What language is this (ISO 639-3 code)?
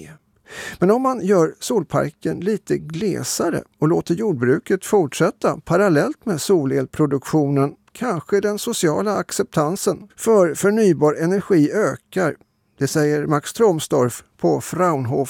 swe